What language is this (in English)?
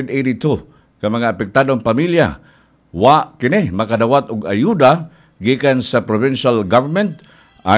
Cebuano